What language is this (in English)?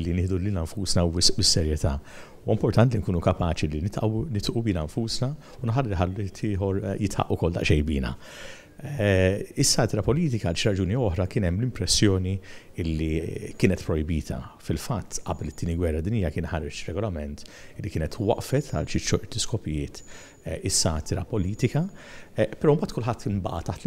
Maltese